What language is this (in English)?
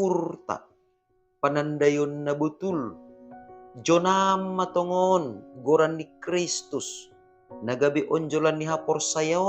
Batak Simalungun